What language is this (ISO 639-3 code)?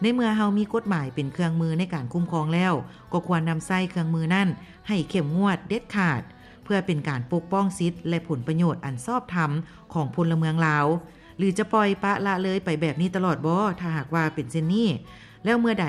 lao